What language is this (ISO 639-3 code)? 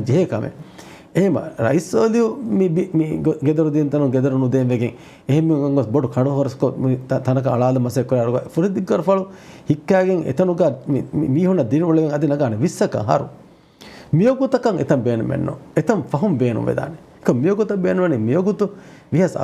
div